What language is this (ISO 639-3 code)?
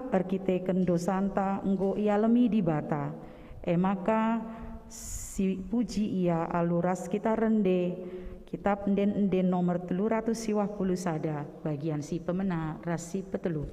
btx